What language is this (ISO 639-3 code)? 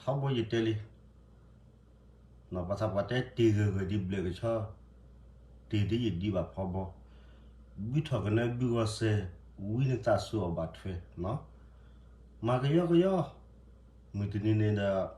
ksw